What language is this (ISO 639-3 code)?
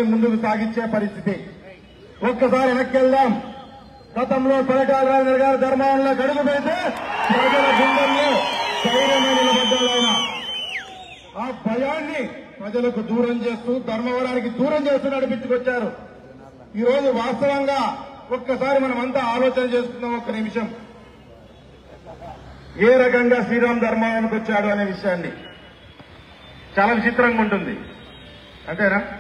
tel